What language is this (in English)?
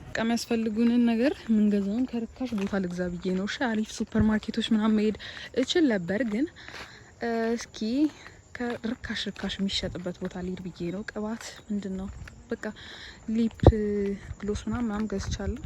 Amharic